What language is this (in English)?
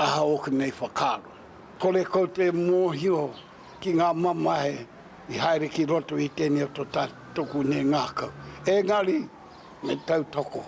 Māori